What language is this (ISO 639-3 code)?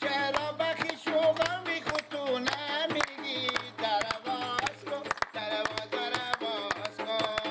fas